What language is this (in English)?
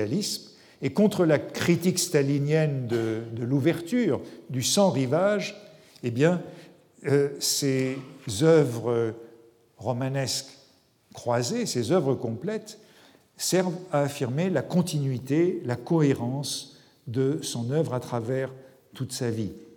French